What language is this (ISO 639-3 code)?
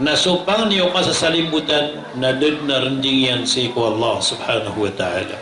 mrw